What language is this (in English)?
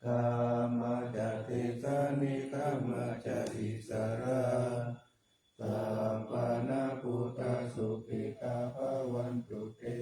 Pali